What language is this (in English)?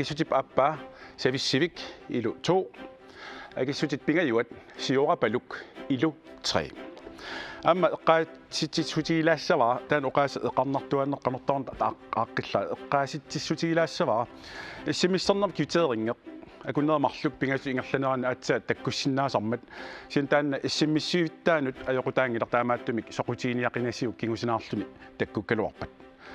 Kalaallisut